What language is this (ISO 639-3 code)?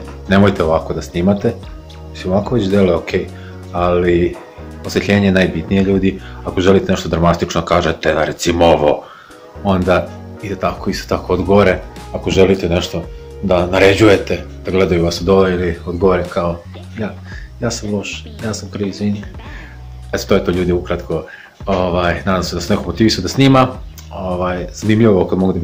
srp